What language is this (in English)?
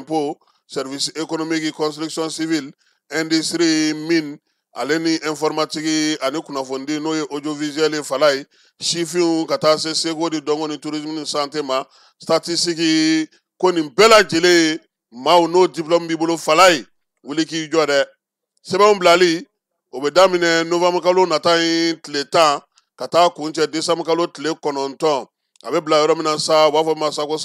Bambara